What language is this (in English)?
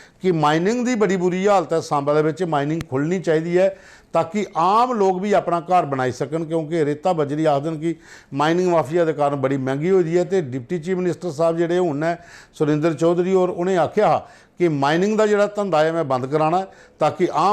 Dogri